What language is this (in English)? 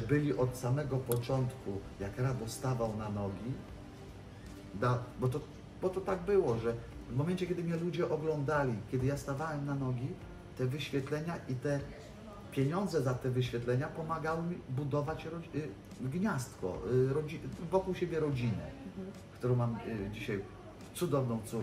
Polish